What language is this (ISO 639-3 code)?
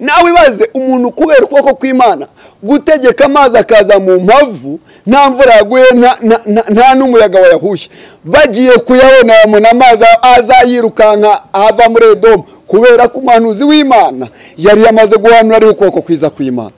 kin